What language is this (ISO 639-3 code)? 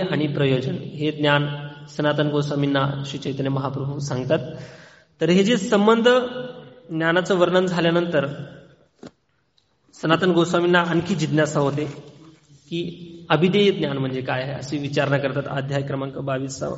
mar